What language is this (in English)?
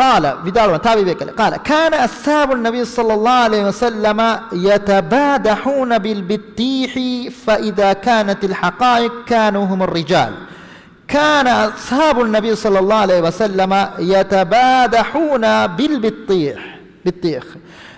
Divehi